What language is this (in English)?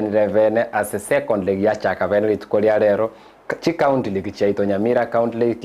Gusii